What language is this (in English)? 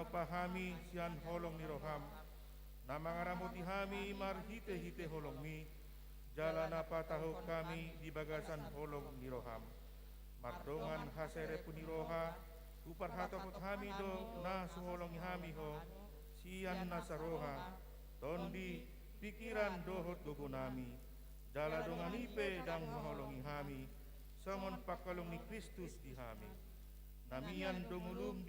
Batak Toba